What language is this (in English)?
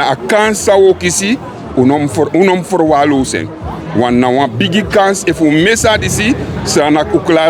Sranan Tongo